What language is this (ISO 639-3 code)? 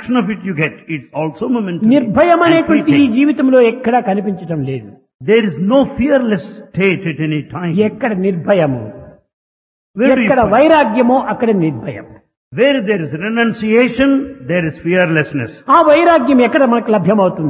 tel